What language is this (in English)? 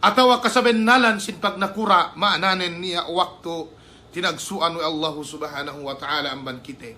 Yakan